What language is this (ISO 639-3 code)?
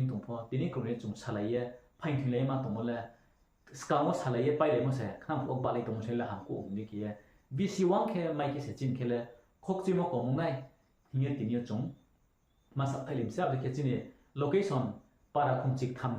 ria